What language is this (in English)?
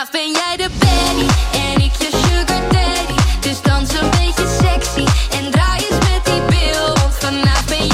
Dutch